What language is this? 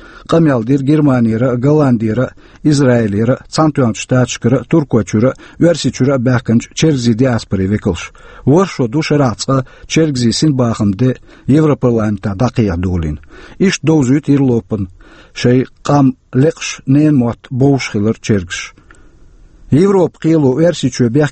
Chechen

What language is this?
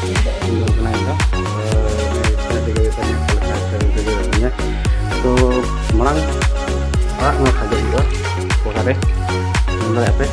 Santali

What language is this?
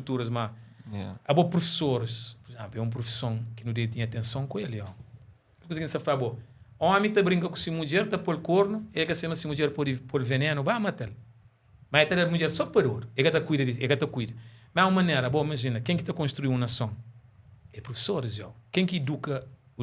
Kabuverdianu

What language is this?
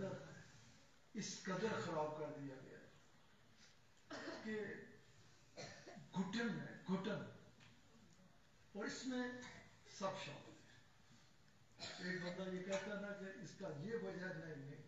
Urdu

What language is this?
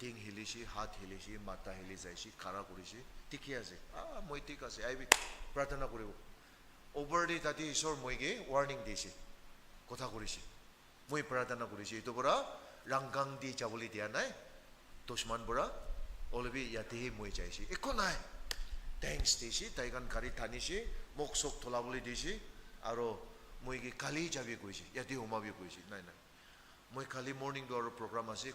Naga Pidgin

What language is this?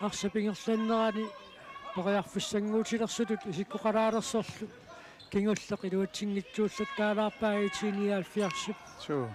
Kalaallisut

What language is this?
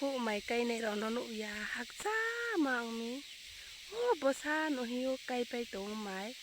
Riang (India)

